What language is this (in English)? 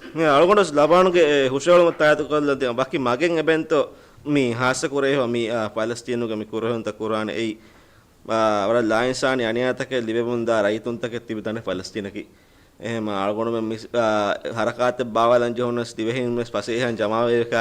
Divehi